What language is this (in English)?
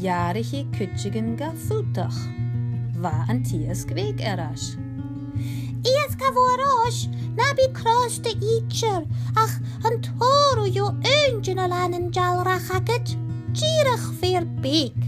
Scottish Gaelic